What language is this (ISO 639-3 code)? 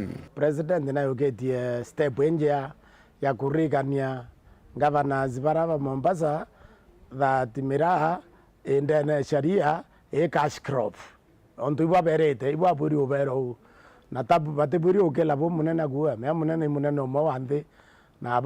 mer